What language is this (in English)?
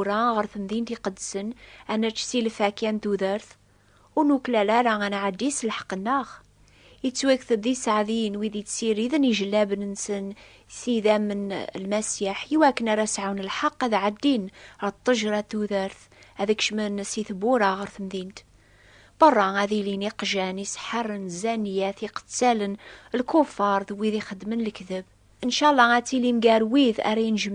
Kabyle